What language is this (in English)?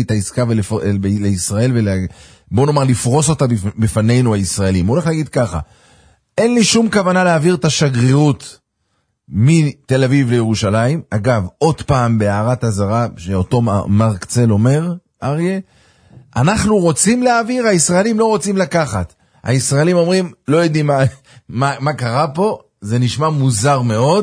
Hebrew